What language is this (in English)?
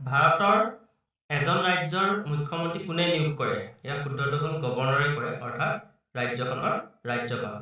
Assamese